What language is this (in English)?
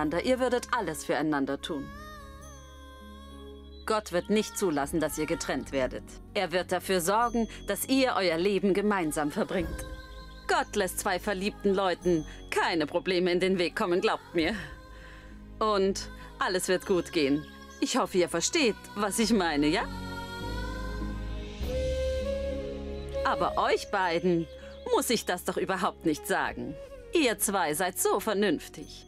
German